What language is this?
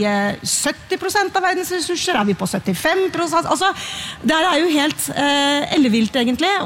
Norwegian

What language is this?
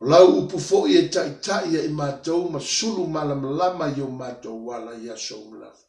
Samoan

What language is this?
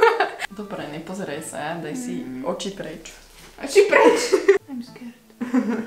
Slovak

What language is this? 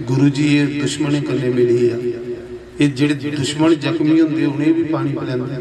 Dogri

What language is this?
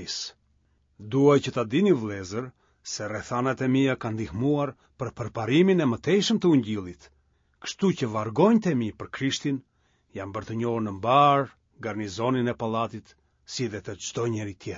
Albanian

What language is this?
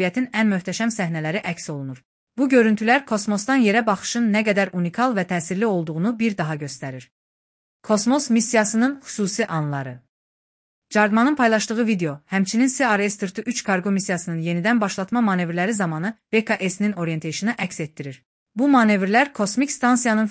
Azerbaijani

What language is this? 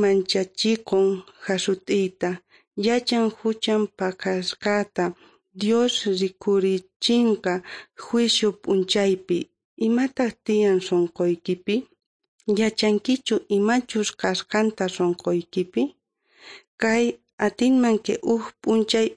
Quechua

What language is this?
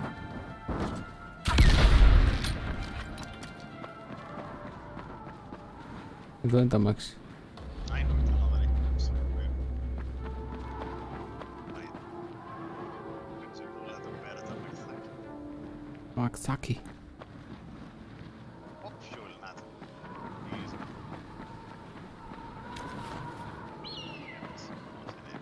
Greek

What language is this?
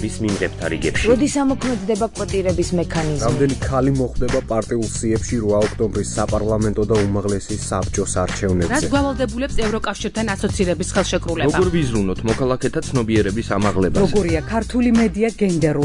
Georgian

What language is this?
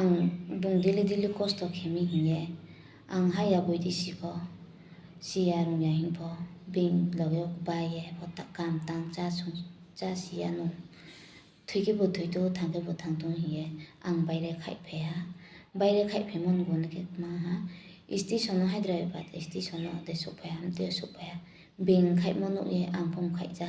Riang (India)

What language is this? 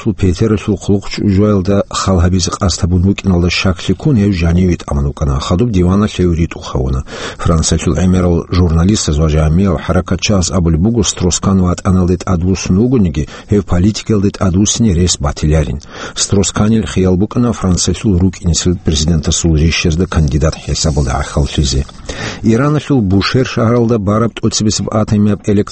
Avaric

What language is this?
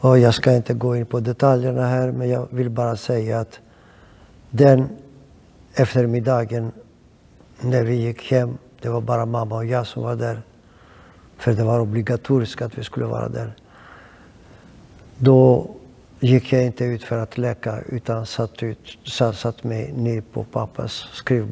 Swedish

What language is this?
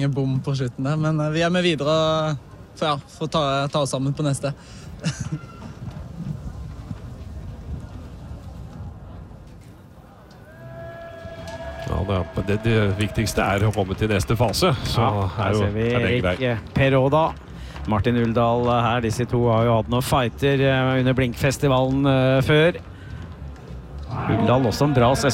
Norwegian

